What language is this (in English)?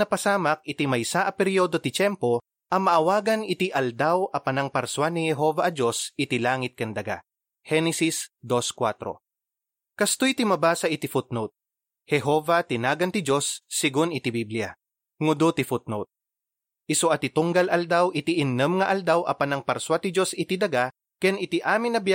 Iloko